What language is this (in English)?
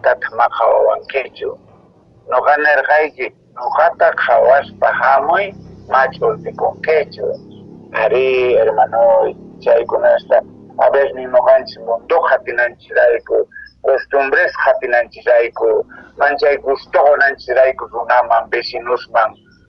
Quechua